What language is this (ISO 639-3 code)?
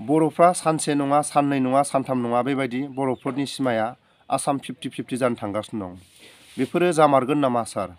brx